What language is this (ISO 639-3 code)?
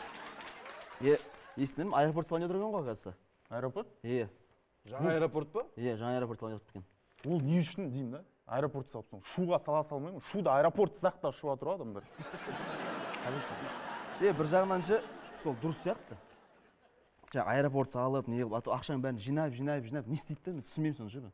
kaz